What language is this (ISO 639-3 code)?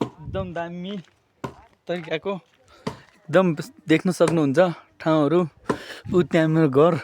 nep